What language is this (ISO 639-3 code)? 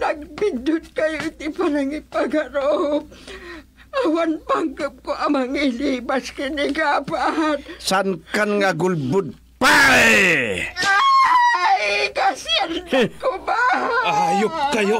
ilo